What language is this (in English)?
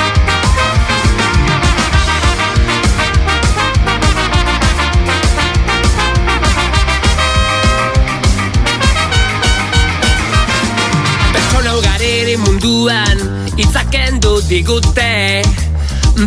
Basque